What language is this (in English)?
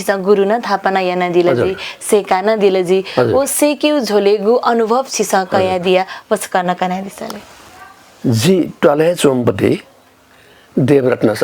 Newari